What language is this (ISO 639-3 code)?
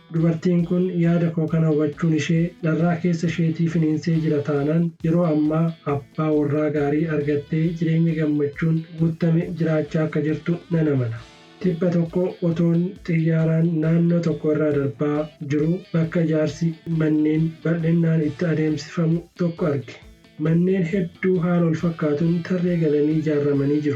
orm